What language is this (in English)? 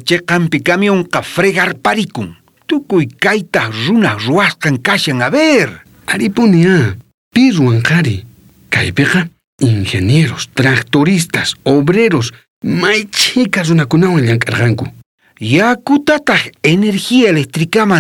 South Bolivian Quechua